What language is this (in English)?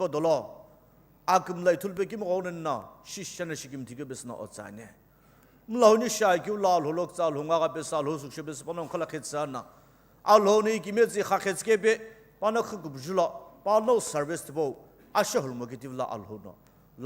Sumi Naga